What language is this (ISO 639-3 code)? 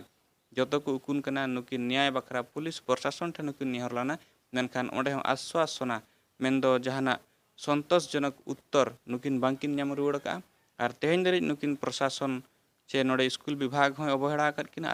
sat